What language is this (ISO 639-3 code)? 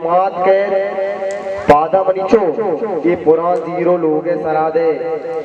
bal